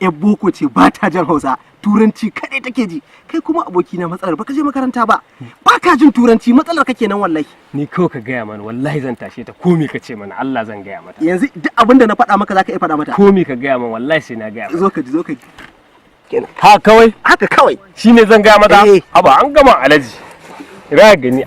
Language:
Hausa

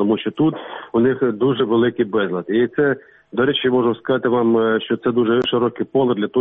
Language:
Ukrainian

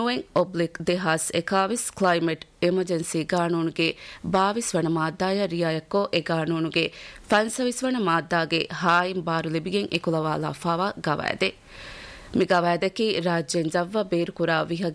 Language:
Divehi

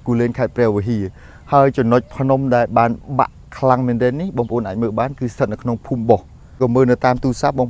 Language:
Khmer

